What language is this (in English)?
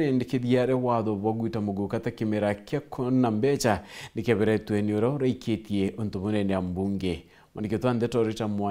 Meru